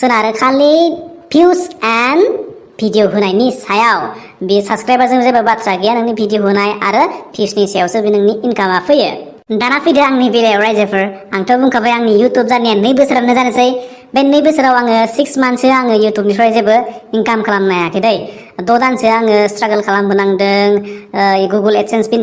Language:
Bodo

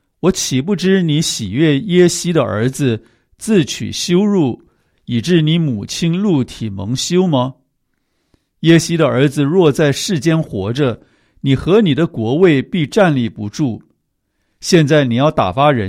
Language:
Chinese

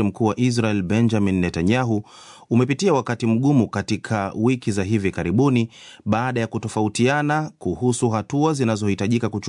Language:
Swahili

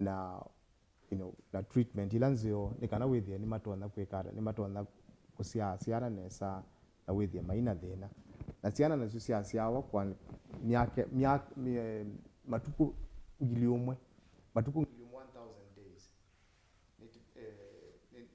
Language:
Kamba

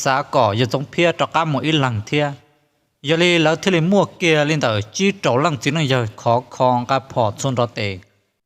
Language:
Hmong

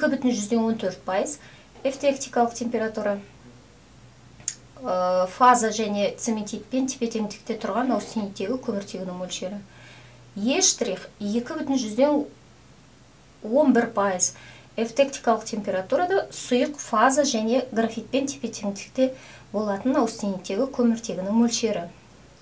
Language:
Kazakh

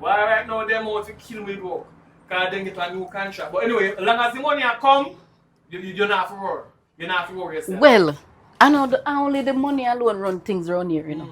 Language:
Jamaican Creole English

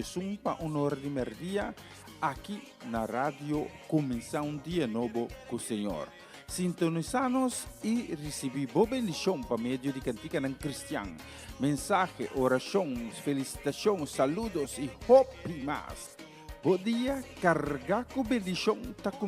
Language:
Papiamento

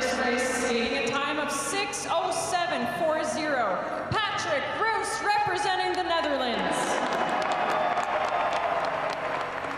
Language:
English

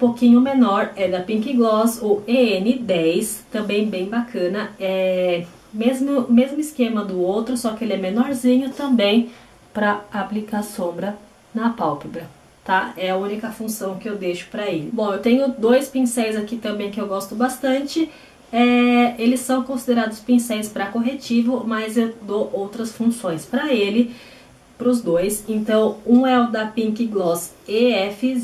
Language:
Portuguese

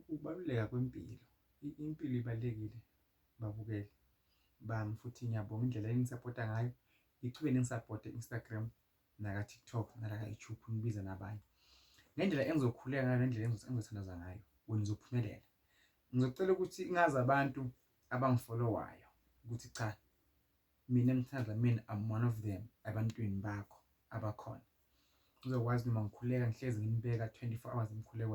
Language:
Zulu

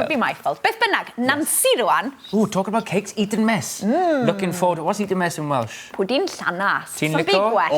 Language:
Welsh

